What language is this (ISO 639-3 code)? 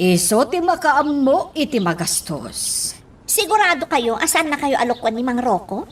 ilo